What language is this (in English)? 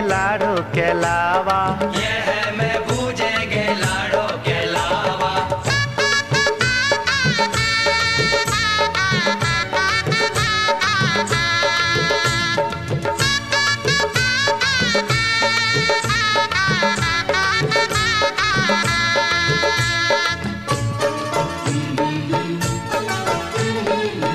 Bhojpuri